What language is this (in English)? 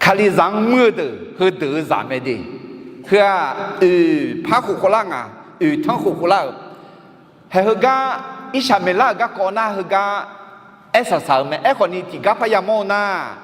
Akha